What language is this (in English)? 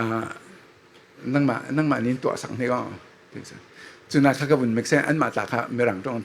Falam Chin